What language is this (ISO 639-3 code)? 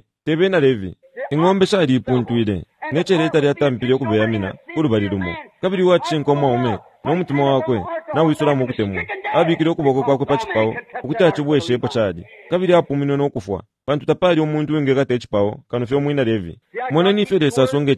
bem